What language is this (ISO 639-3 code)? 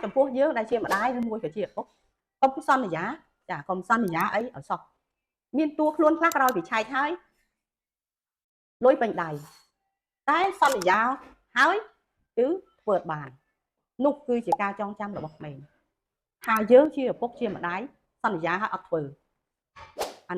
khm